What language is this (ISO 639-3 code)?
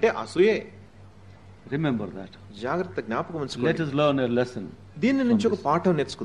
tel